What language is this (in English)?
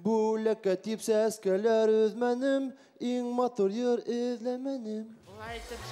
Bashkir